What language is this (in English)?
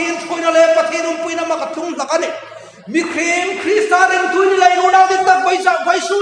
Hmar